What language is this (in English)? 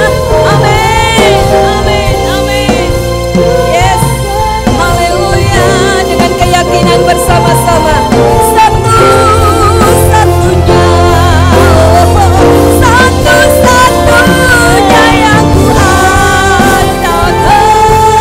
Indonesian